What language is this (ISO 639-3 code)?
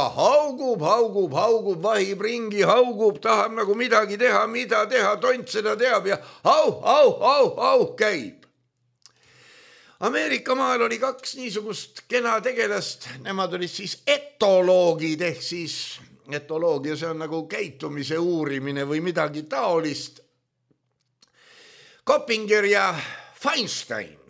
est